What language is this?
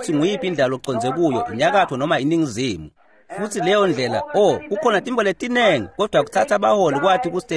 Swati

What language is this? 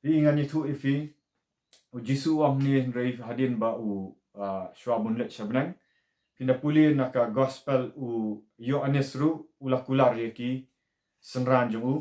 Khasi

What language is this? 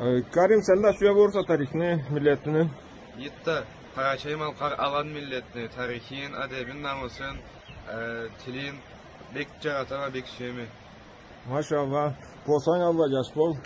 Karachay-Balkar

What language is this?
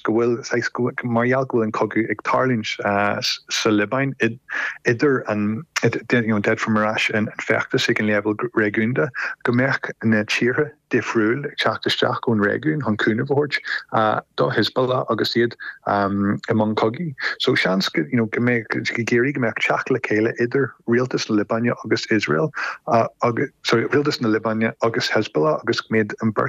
Irish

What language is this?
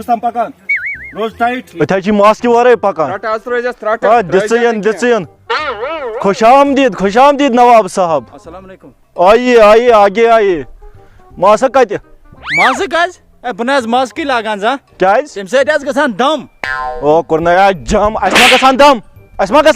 Kashmiri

